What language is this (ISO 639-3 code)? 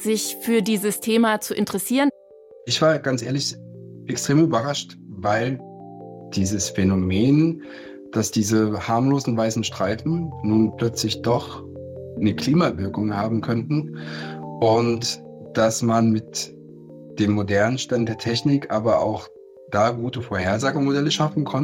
deu